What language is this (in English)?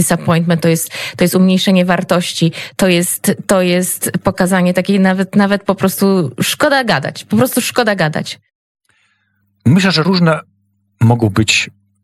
Polish